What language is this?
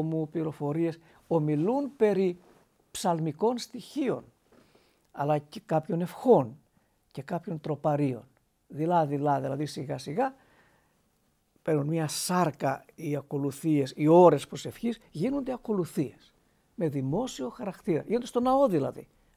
Greek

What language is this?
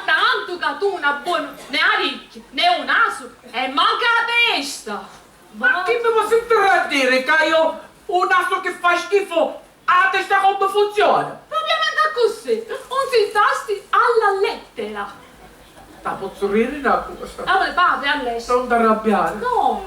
Sicilian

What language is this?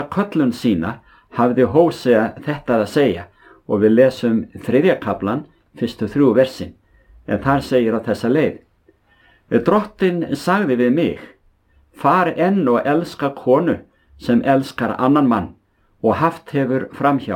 Icelandic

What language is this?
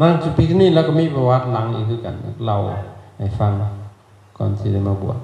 Lao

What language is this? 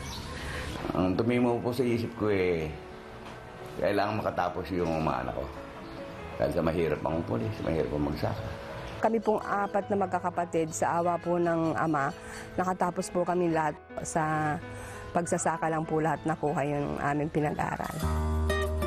Filipino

